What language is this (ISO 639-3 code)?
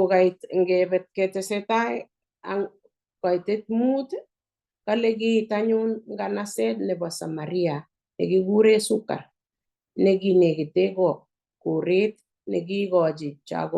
kln